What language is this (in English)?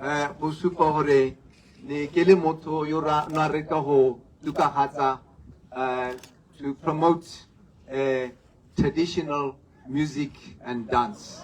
Tswana